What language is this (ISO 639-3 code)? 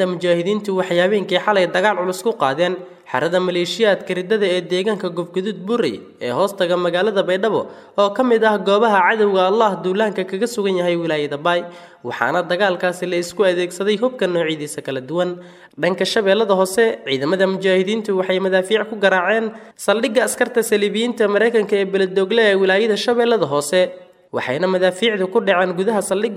som